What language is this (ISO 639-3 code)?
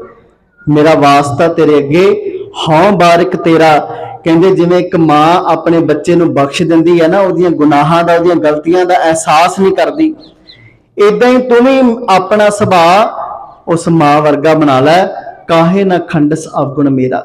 pan